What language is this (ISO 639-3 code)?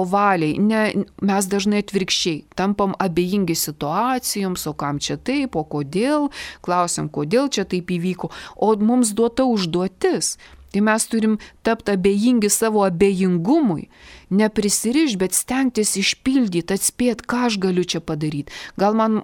lit